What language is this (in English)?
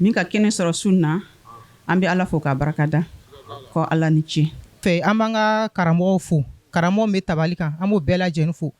Bambara